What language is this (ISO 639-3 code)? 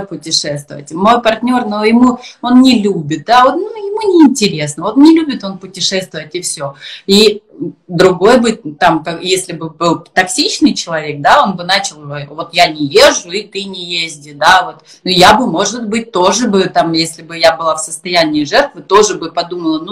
rus